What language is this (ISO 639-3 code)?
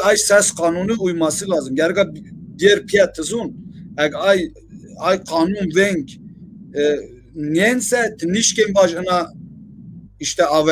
zza